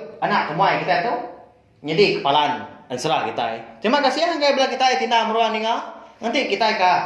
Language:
Iban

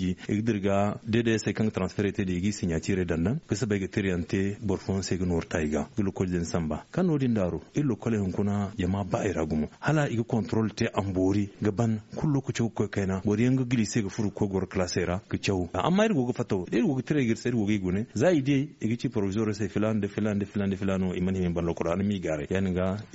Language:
Zarma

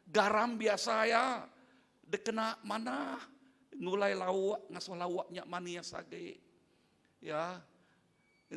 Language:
Iban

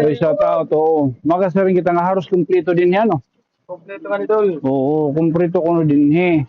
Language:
Waray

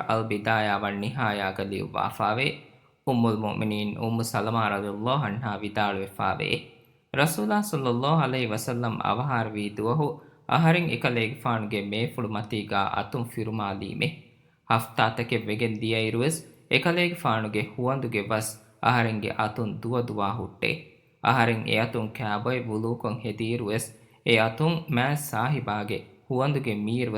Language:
Divehi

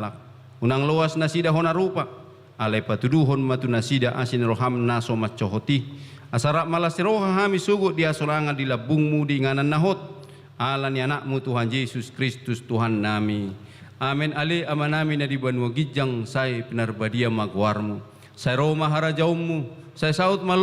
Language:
Batak Toba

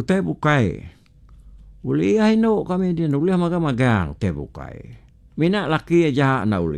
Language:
Iban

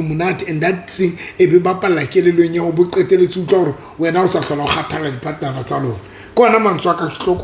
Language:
Southern Sotho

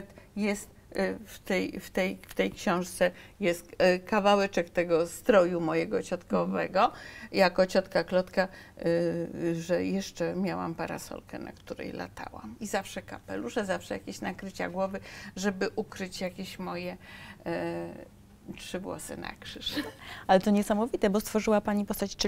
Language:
Polish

